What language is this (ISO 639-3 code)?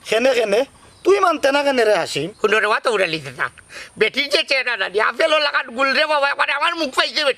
syl